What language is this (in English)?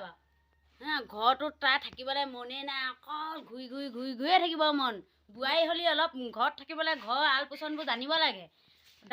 Assamese